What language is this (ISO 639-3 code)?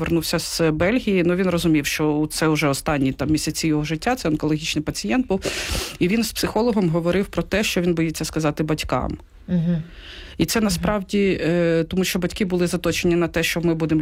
ukr